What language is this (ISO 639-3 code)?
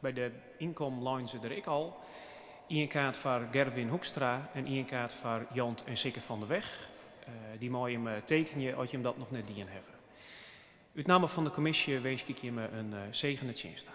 fry